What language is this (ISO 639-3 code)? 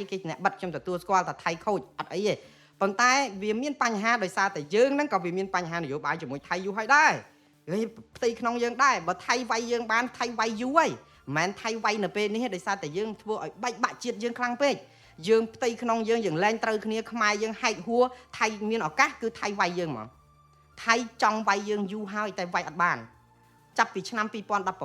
khm